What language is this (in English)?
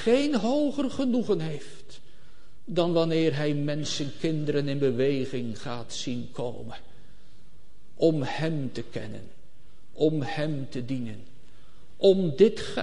Dutch